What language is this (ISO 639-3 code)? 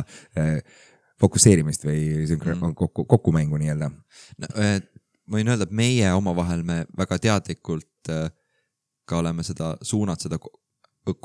est